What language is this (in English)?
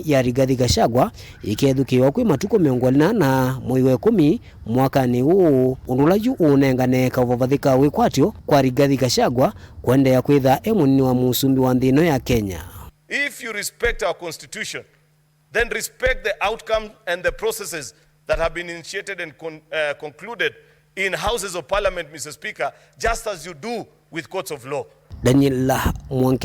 Kamba